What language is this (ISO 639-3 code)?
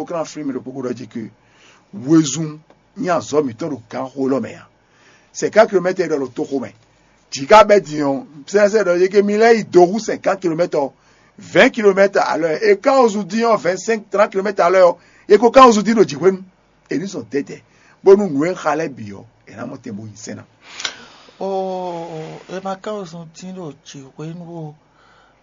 fon